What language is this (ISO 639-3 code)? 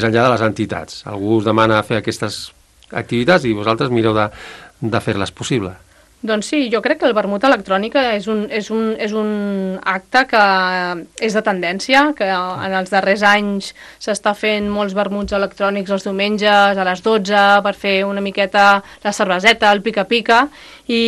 cat